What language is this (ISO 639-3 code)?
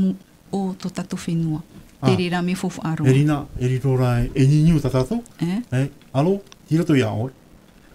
tah